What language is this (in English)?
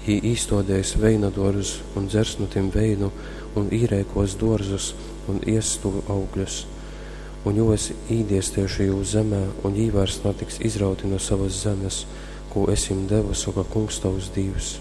Latgalian